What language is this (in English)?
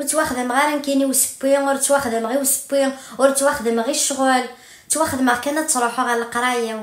Kabyle